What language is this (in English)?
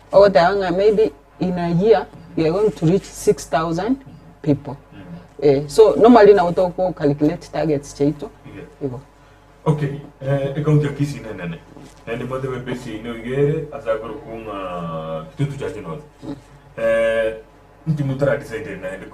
Gusii